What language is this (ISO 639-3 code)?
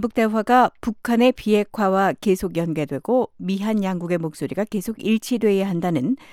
kor